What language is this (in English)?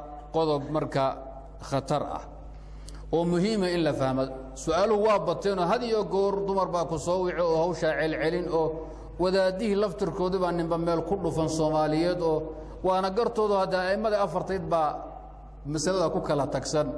Somali